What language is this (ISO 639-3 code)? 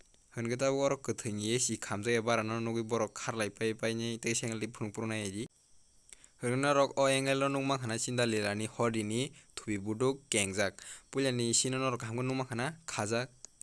trp